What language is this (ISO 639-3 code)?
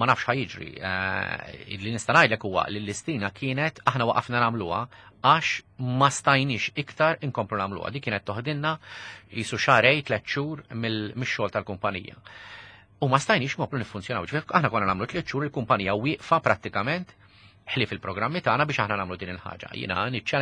mlt